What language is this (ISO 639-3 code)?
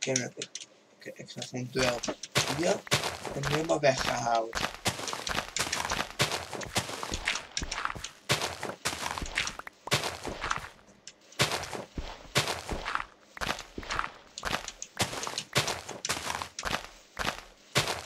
nld